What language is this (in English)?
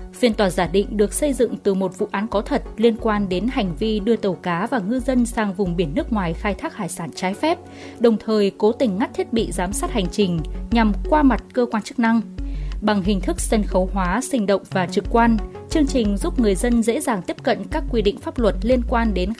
Vietnamese